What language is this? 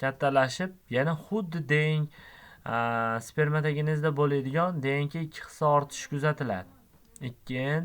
Uzbek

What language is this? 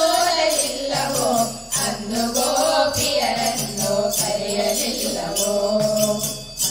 Kannada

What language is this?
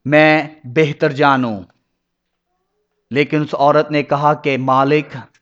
Urdu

